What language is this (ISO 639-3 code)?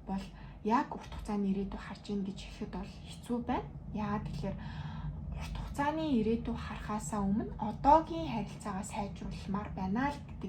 mon